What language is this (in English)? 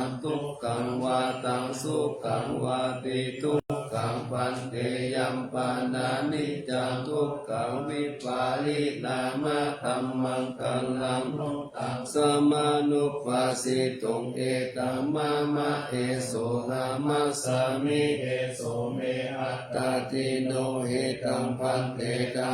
Pali